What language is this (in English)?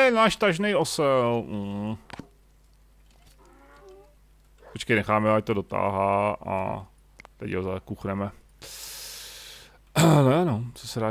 Czech